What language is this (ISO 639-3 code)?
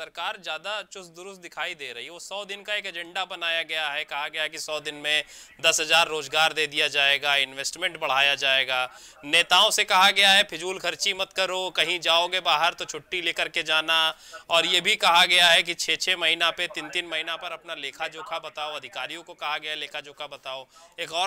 hin